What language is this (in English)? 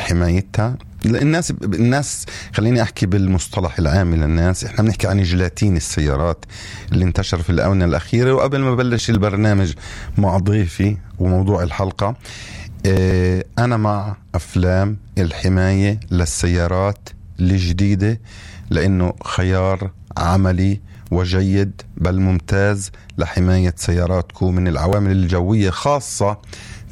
North Levantine Arabic